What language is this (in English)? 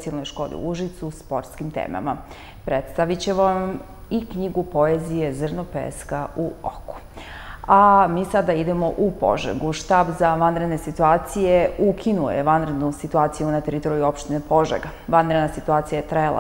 Serbian